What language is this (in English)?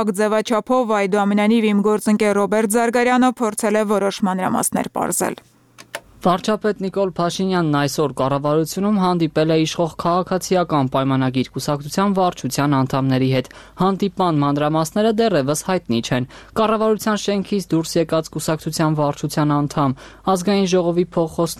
Armenian